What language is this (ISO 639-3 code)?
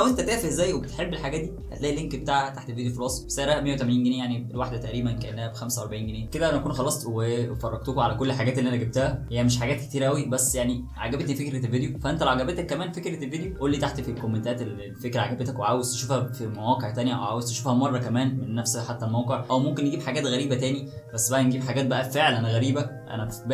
arz